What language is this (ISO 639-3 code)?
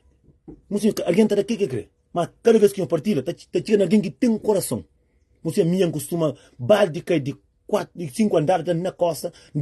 kea